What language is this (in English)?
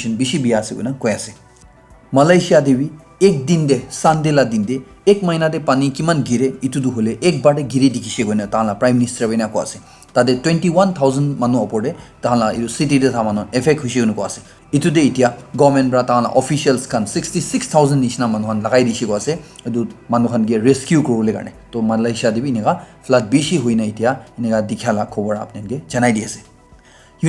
Naga Pidgin